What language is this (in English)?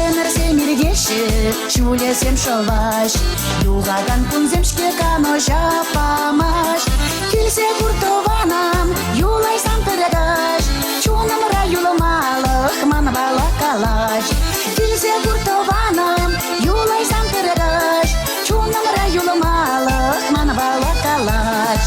Chuvash